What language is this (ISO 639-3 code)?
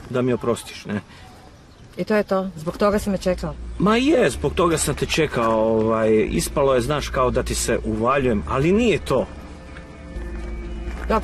hrv